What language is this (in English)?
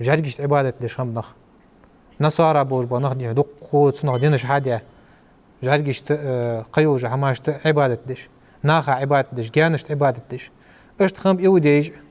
Ingush